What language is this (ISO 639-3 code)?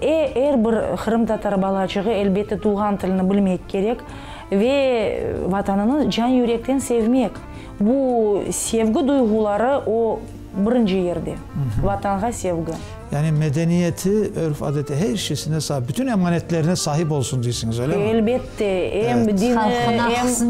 crh